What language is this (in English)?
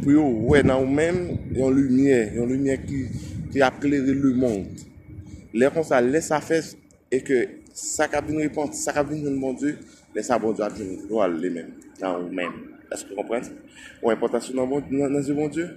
Haitian Creole